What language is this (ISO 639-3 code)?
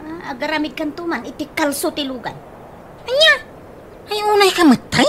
ilo